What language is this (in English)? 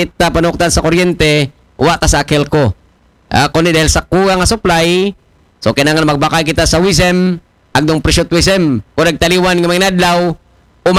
Aklanon